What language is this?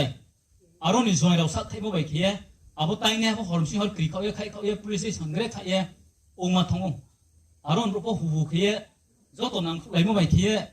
Riang (India)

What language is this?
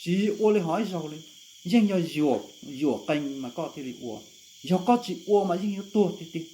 Hmong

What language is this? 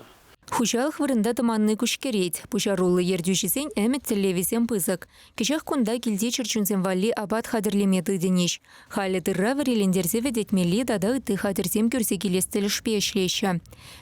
Chuvash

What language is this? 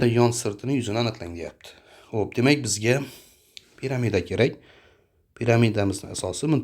Uzbek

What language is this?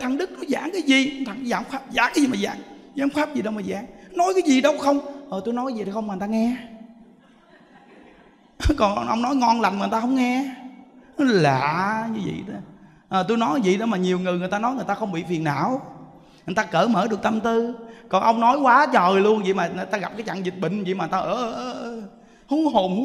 Vietnamese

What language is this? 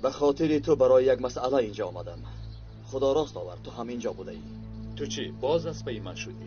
Tajik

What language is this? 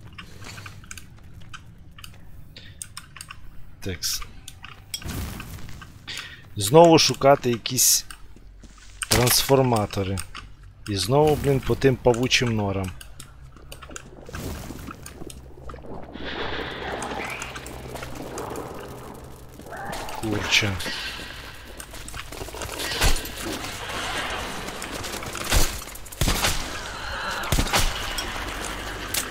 Ukrainian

